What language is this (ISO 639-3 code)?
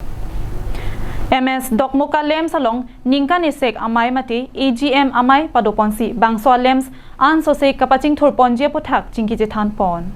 mjw